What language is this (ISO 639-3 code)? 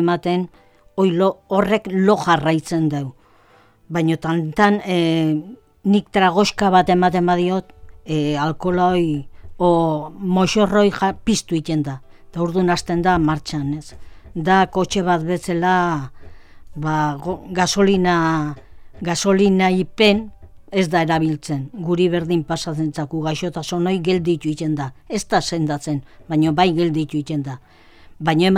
eus